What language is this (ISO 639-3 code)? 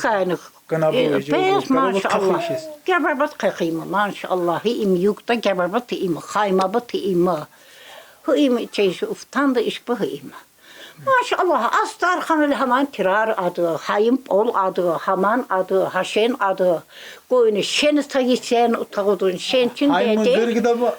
tkr